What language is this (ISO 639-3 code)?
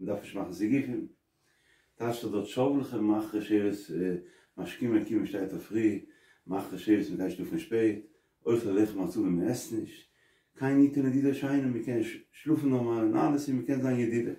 yid